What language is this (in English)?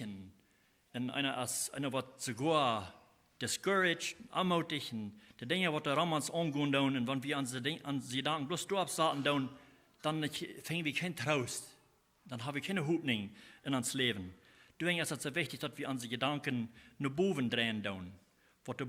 Plautdietsch